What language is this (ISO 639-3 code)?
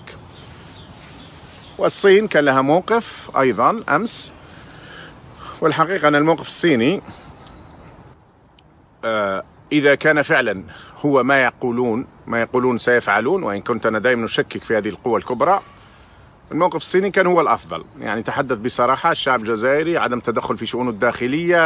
ara